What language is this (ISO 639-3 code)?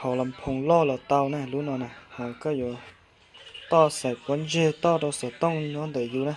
hmn